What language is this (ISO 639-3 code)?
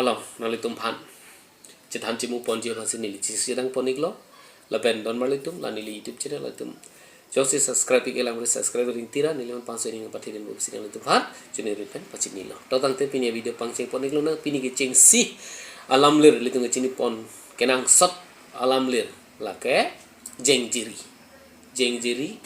mjw